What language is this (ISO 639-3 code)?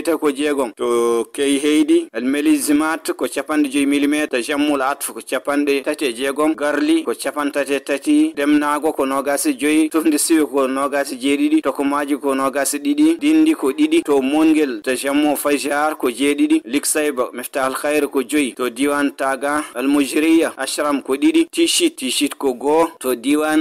ful